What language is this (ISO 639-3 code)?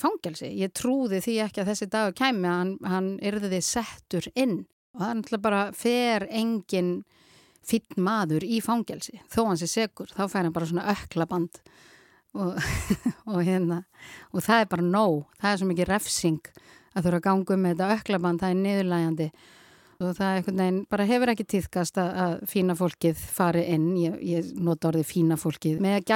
isl